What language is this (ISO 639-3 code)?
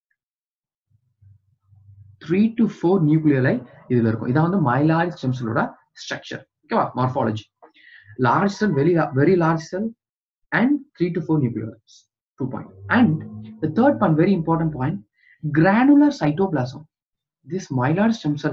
tam